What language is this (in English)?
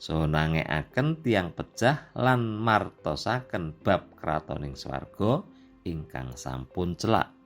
Javanese